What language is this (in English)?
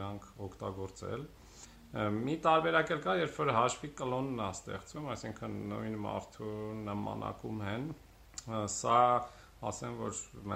Armenian